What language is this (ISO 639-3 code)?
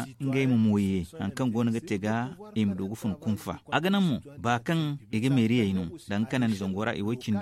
dje